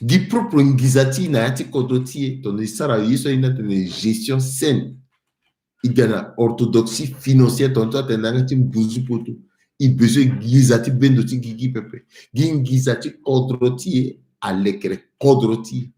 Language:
Sango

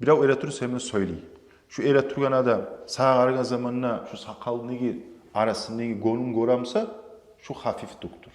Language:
Kumyk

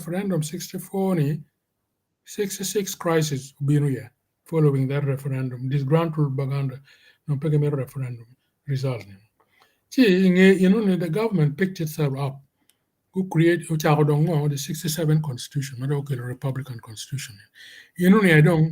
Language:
Acoli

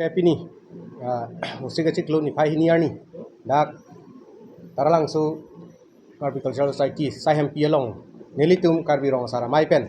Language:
Karbi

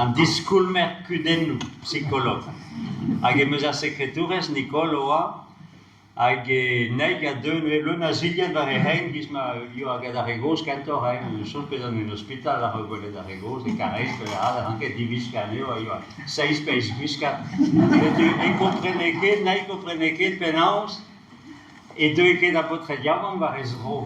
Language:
Breton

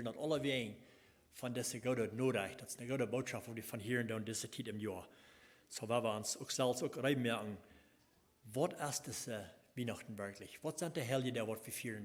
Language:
Plautdietsch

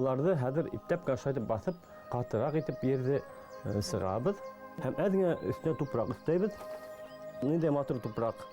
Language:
Bashkir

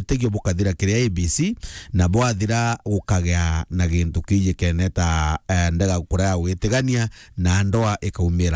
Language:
Meru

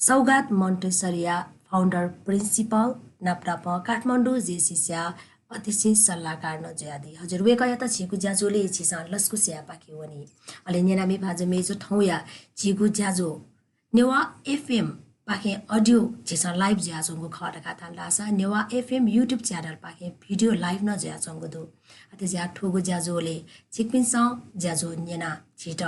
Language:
Newari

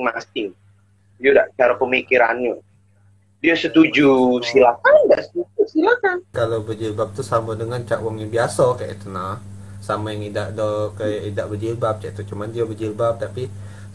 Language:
Musi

